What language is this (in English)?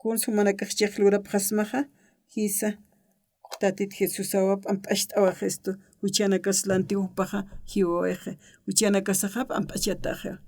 Aymara